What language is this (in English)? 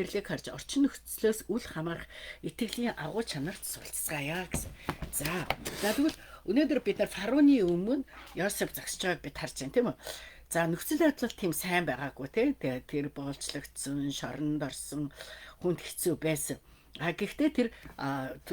Mongolian